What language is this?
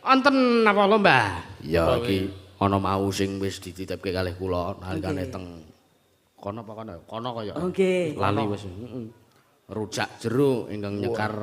Javanese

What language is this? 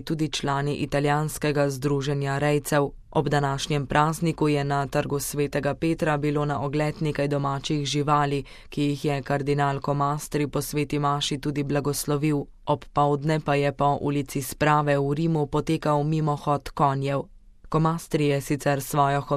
Slovenian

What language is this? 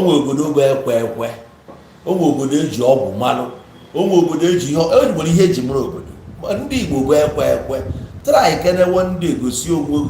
Igbo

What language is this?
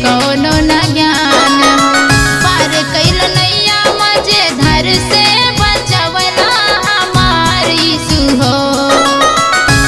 Bhojpuri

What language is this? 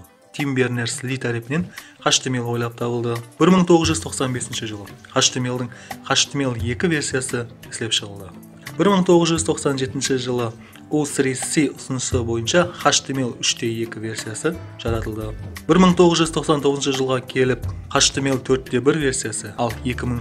Kara-Kalpak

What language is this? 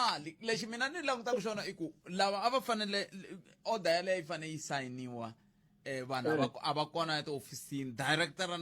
Tsonga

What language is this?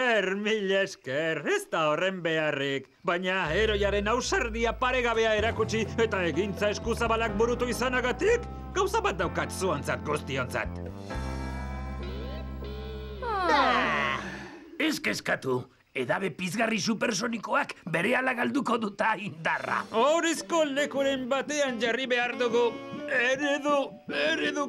Basque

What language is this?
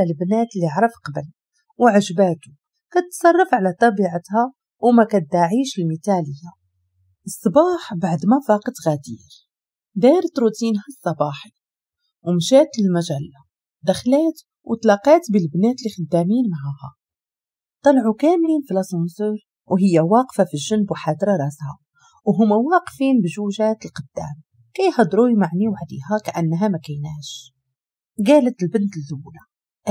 Moroccan Arabic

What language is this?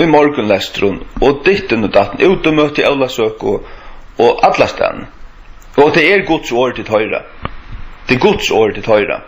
Faroese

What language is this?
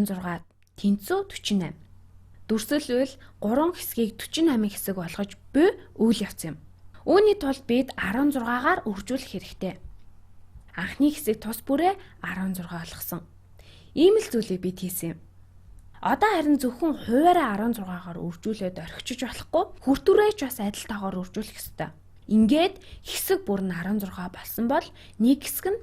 Mongolian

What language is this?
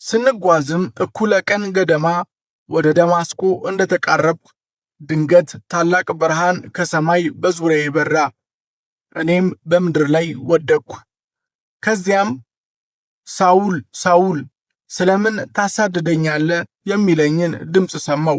Amharic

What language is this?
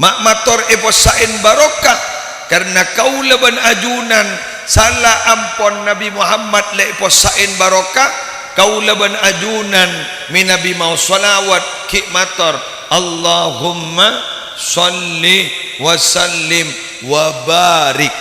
Madurese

